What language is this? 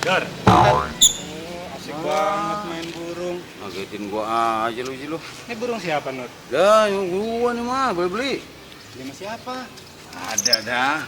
Betawi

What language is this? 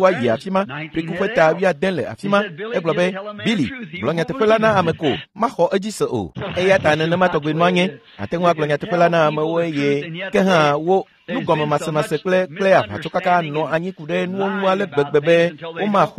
Ewe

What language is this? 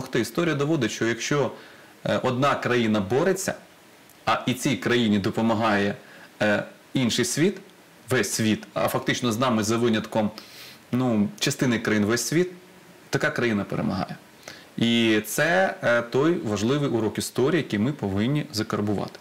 Ukrainian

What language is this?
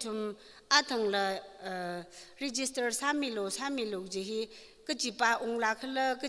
Tangkhul Naga (India)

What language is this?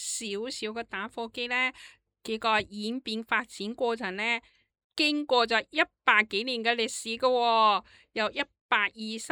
Cantonese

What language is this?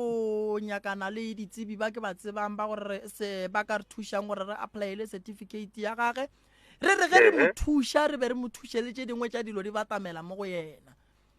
Northern Sotho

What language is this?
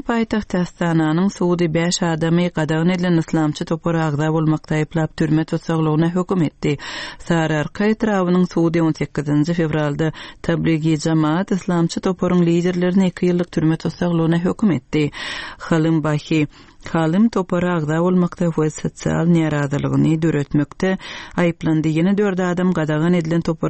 Turkmen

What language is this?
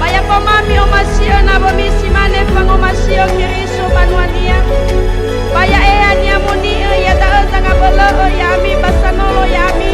Nias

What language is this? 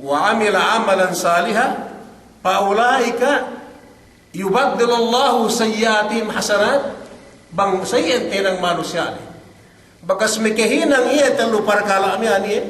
Yakan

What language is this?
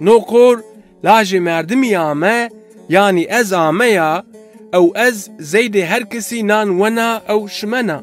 Zaza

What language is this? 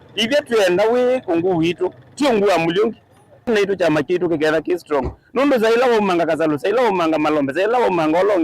Kamba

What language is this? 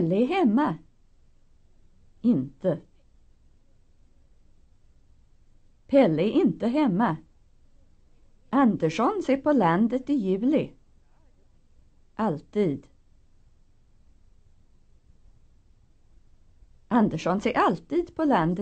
Swedish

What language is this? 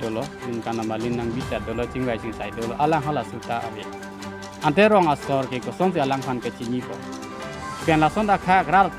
Karbi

